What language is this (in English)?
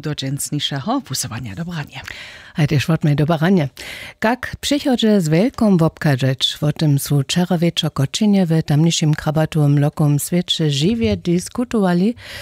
Upper Sorbian